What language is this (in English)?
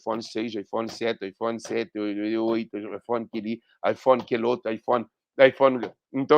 Kabuverdianu